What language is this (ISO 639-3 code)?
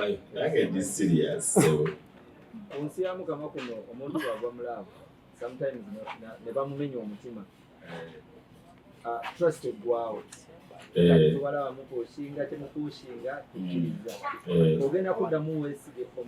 lug